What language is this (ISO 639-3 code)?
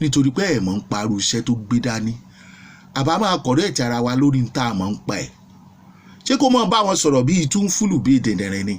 yor